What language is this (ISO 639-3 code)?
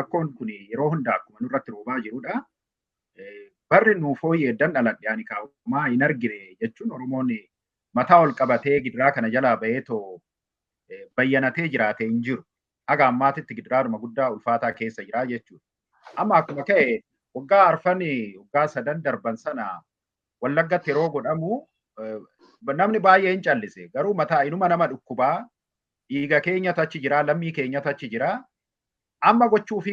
orm